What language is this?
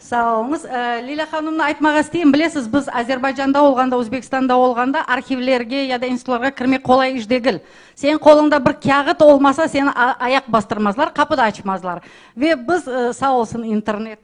Crimean Tatar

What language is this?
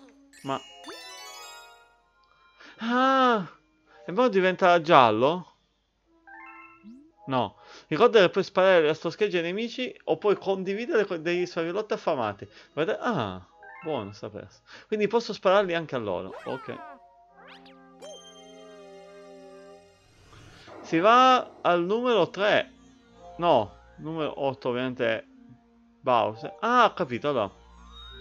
Italian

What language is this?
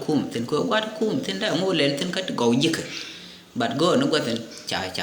Nuer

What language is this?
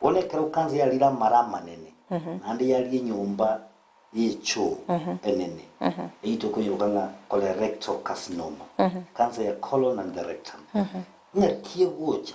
Gusii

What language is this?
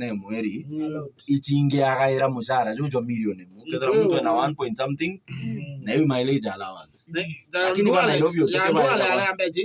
Meru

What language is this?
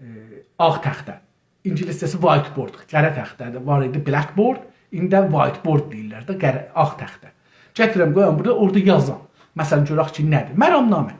South Azerbaijani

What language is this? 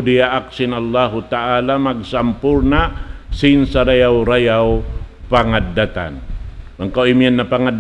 Tausug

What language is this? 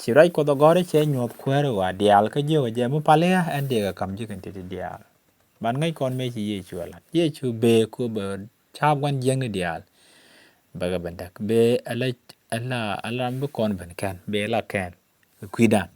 Nuer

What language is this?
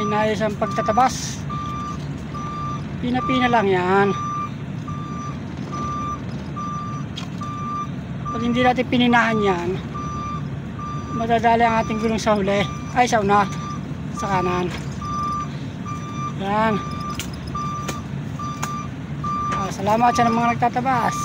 Filipino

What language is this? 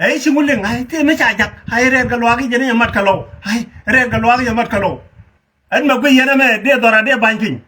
Nuer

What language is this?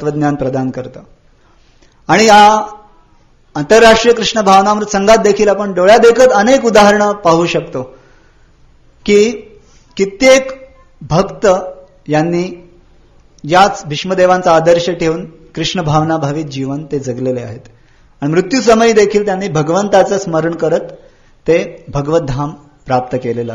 Marathi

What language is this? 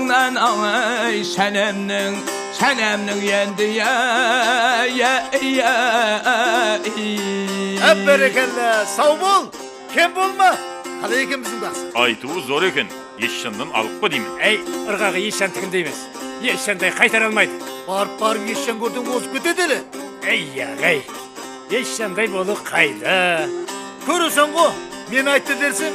Kara-Kalpak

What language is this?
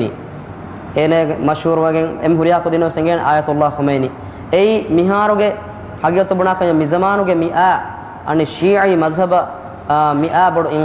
Divehi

